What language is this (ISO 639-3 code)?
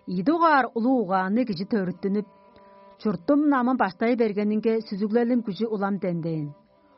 tyv